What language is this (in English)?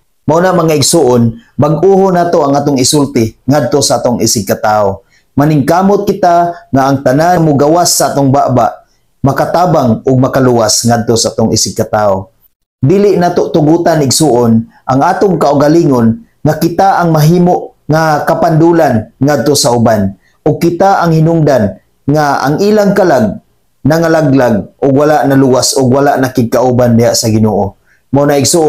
Cebuano